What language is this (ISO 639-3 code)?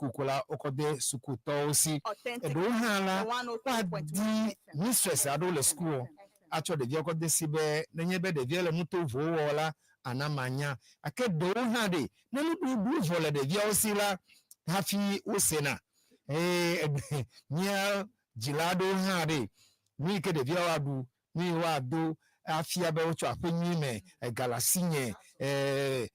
ewe